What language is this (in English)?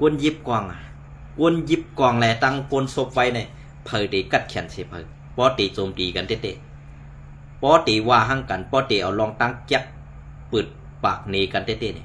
Shan